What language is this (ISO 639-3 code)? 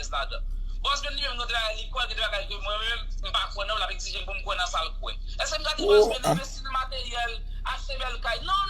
hat